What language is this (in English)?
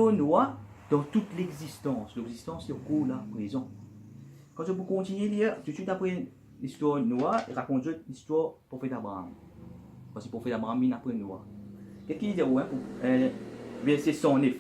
Morisyen